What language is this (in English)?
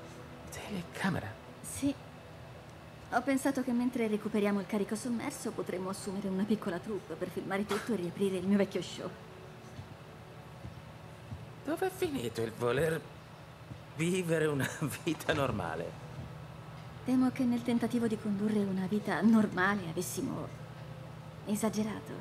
Italian